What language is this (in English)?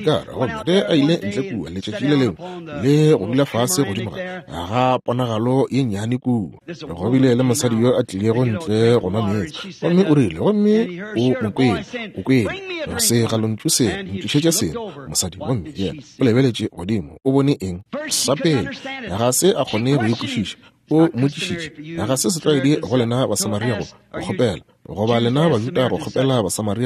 Northern Sotho